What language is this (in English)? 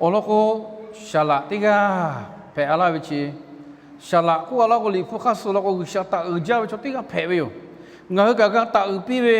Lahu